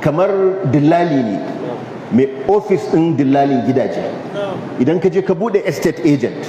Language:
Hausa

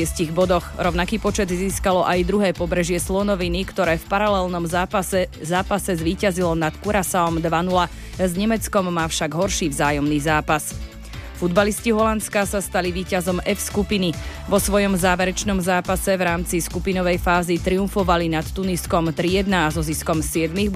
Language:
Slovak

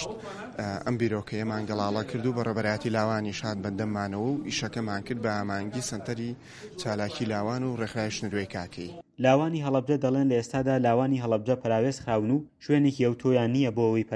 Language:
Central Kurdish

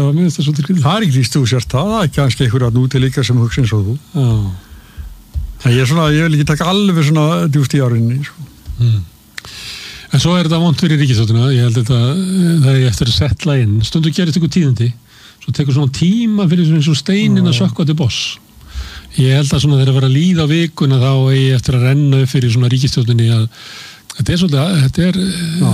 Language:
Icelandic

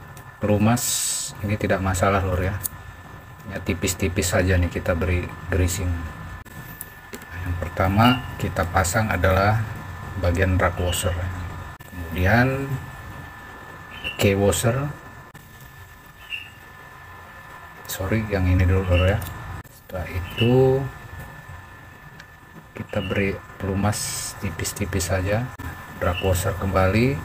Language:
Indonesian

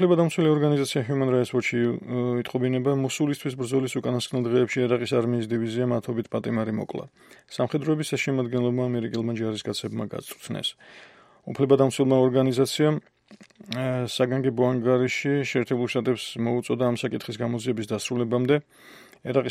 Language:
Georgian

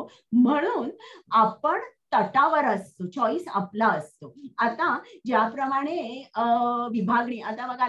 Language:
Marathi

